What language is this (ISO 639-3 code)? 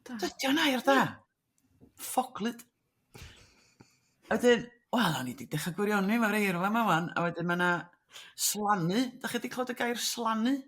cym